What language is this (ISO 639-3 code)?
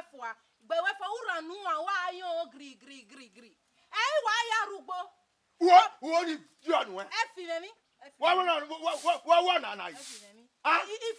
bin